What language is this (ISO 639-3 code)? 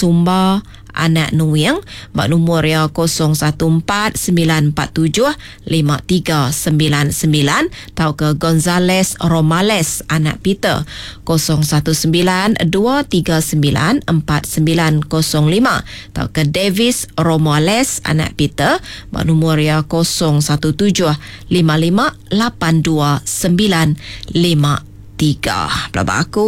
iba